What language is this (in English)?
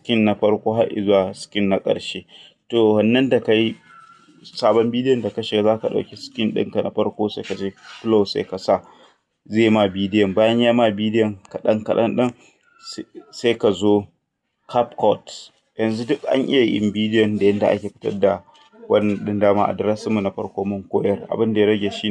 Hausa